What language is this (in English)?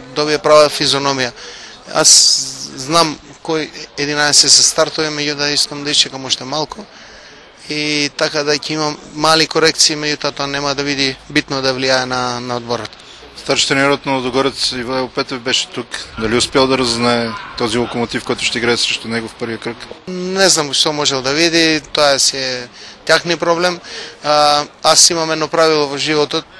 Macedonian